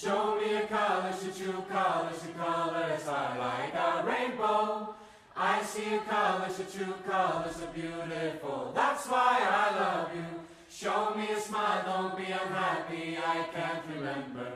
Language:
Faroese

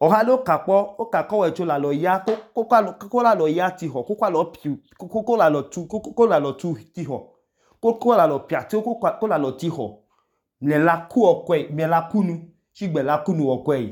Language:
Idoma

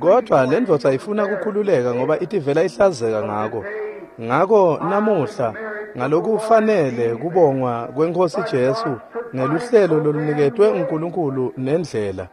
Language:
Swati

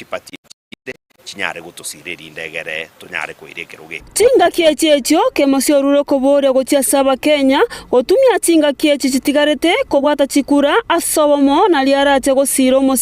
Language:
Gusii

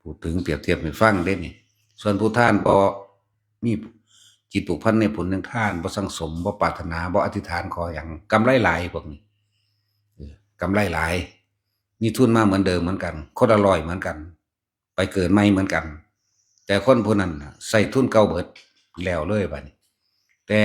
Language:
Northeastern Thai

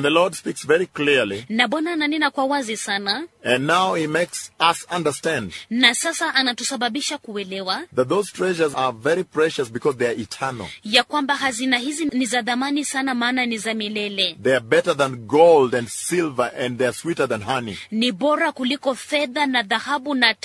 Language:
Swahili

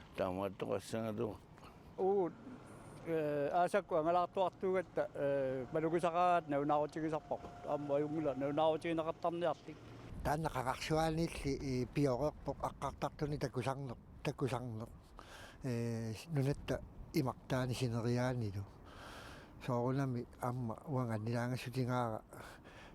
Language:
Kalaallisut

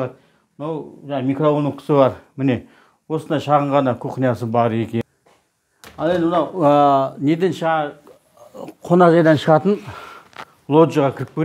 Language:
Kazakh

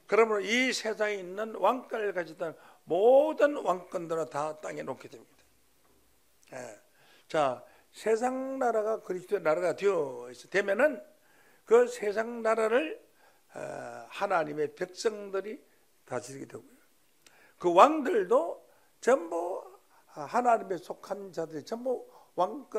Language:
Korean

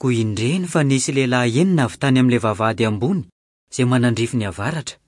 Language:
Malagasy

